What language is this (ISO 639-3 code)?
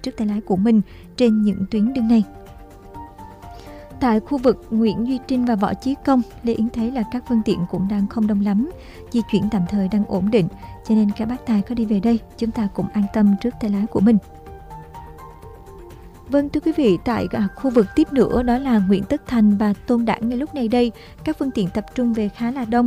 vie